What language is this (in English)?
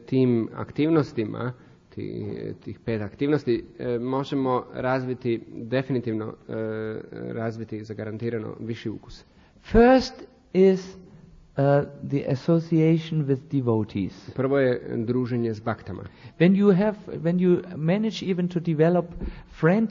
Croatian